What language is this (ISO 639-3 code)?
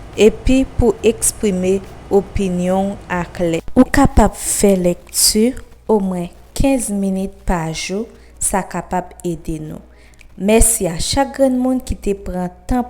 hat